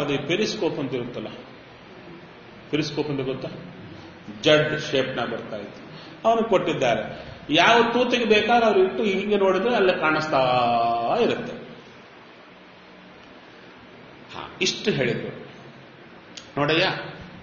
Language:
Kannada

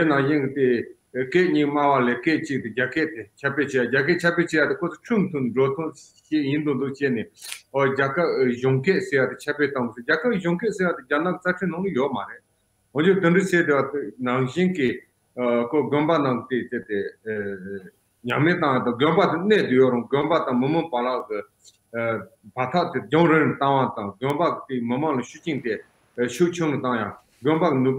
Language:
Tibetan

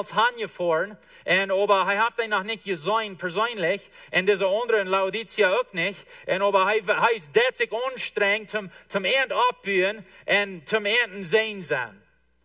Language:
Plautdietsch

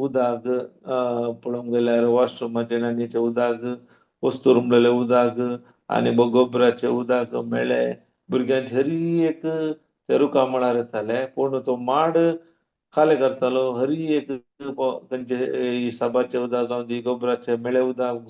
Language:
Konkani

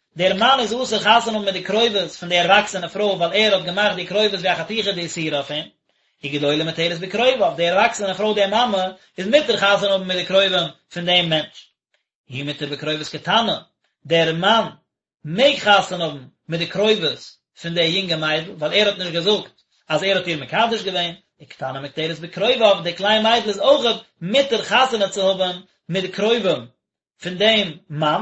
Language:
Yiddish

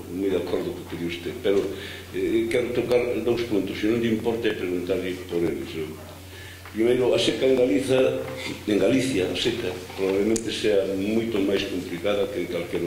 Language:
Galician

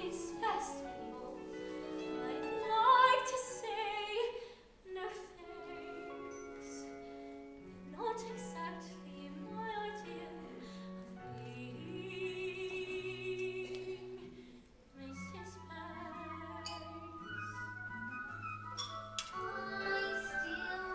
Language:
English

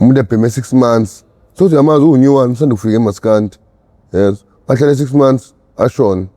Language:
Zulu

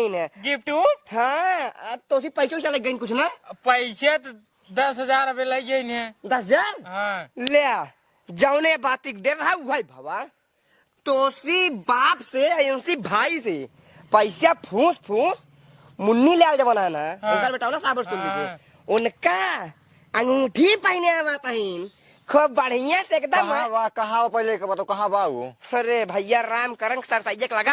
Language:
Awadhi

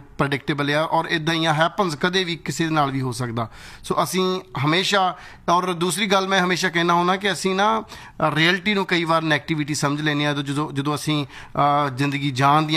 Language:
Punjabi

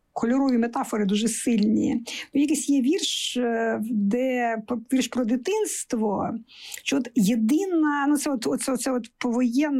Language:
Ukrainian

